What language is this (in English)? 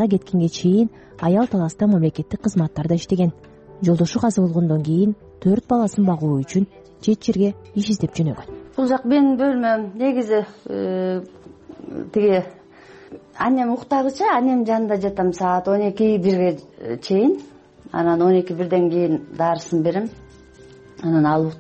Kyrgyz